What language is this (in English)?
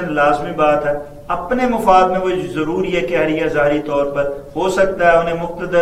Urdu